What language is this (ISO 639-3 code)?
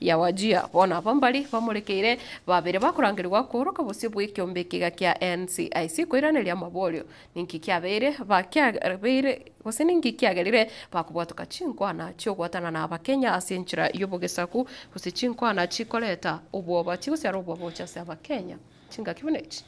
guz